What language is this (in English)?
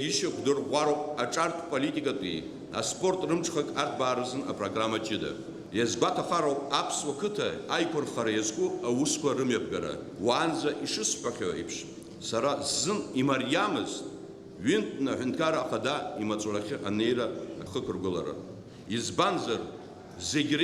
Abkhazian